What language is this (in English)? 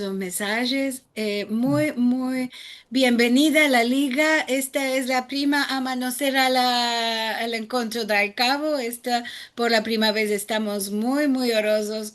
Ladino